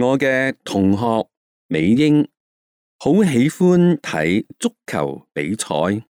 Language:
Cantonese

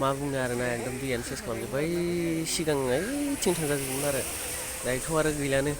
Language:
Bodo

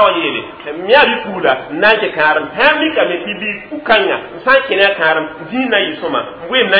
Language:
Mossi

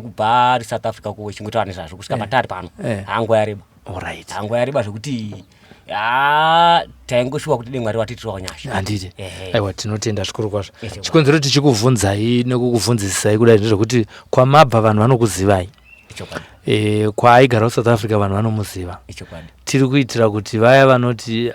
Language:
Shona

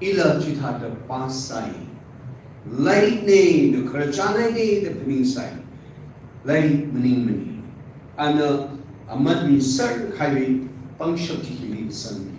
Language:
Tangkhul Naga (India)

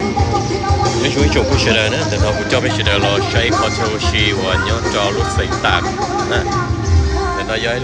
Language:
Hmong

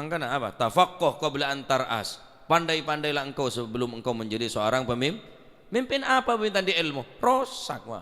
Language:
Madurese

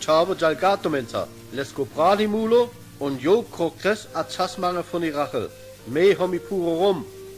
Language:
Sinte Romani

